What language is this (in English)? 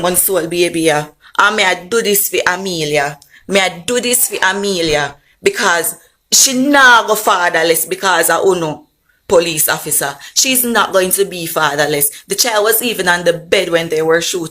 Jamaican Creole English